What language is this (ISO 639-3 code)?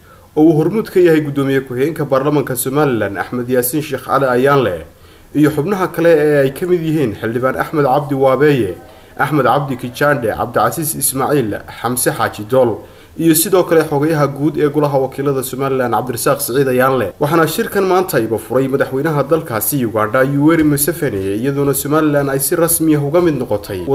som